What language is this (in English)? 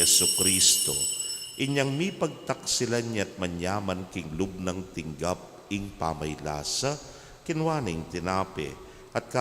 Pampanga